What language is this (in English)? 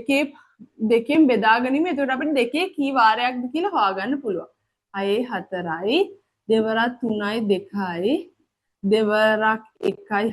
Sinhala